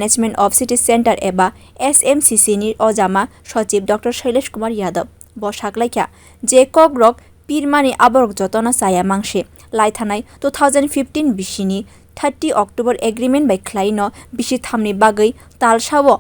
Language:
Kok Borok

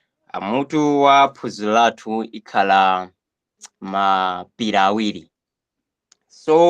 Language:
Nyanja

